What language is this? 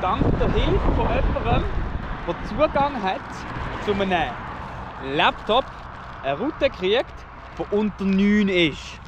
Swiss German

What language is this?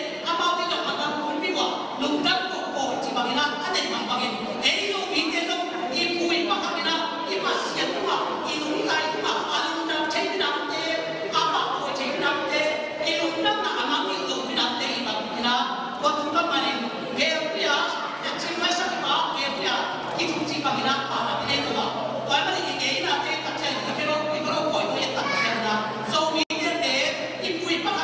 Tedim Chin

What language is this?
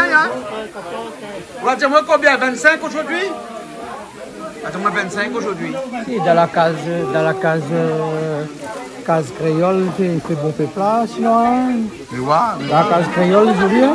Réunion Creole French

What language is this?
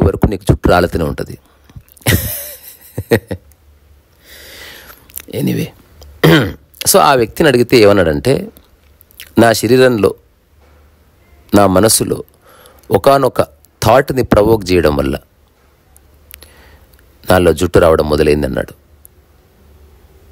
Telugu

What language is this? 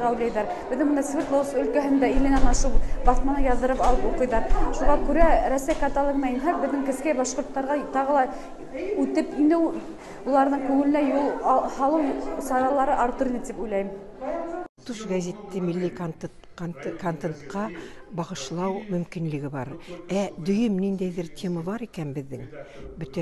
Bashkir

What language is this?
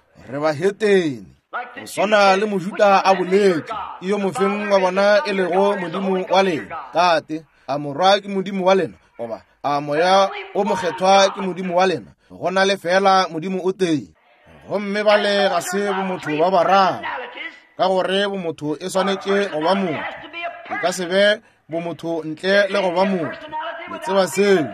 Northern Sotho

